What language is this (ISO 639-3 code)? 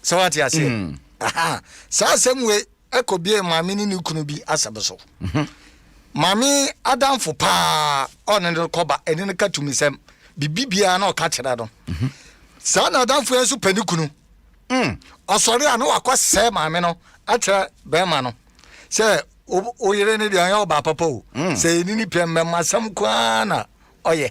aka